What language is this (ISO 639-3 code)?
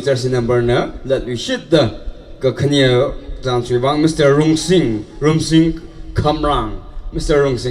nmf